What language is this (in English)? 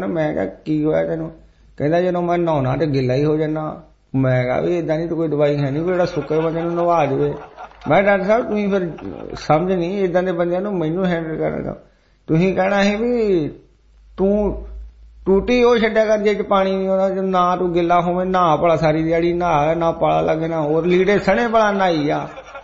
Punjabi